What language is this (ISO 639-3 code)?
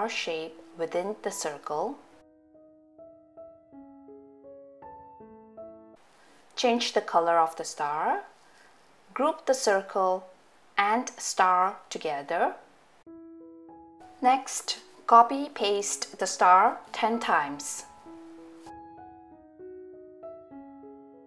eng